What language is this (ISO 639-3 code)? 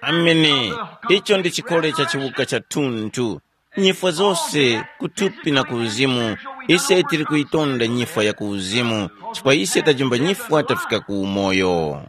tum